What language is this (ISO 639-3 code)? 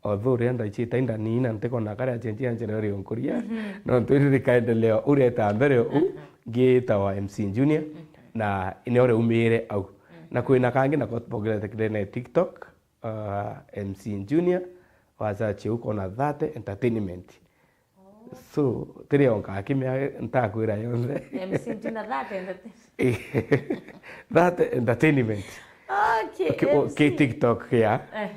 mer